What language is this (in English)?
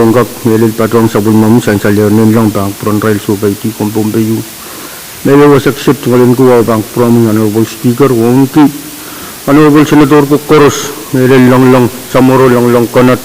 Pohnpeian